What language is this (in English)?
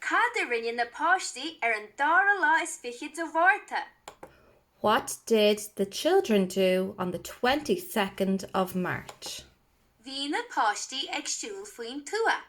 Irish